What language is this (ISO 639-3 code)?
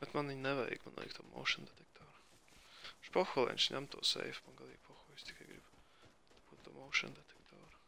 lav